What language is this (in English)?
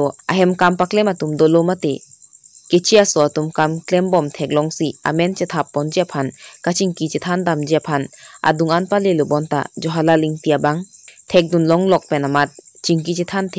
Karbi